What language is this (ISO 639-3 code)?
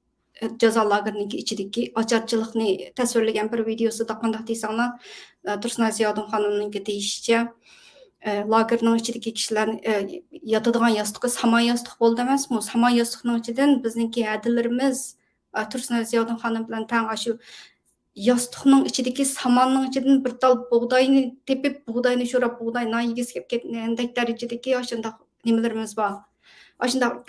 uig